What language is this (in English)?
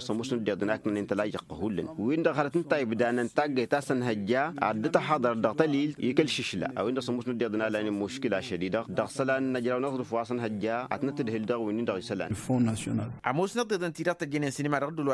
Tamasheq